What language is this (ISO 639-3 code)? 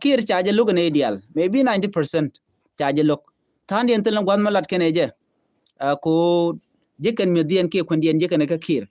nus